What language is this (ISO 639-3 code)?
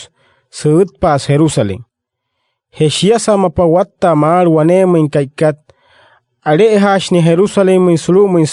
guc